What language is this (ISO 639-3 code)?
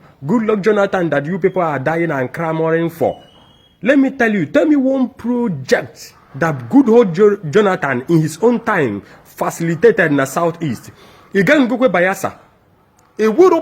ibo